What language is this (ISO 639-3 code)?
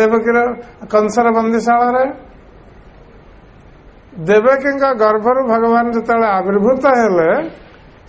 ori